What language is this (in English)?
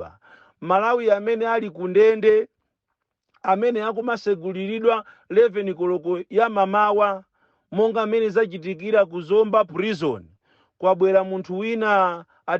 Nyanja